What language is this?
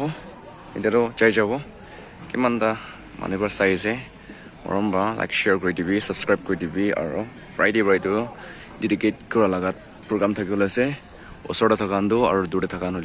Naga Pidgin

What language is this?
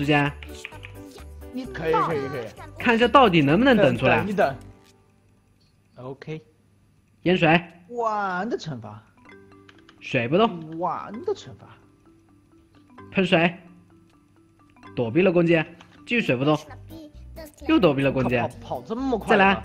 Chinese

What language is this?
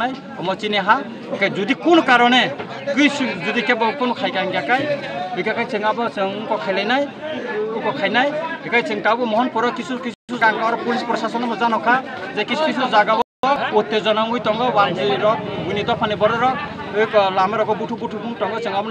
Kok Borok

